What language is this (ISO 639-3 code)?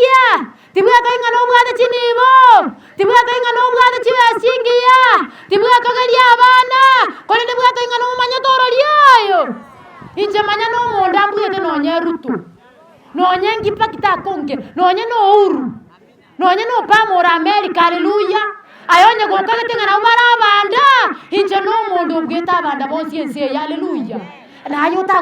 guz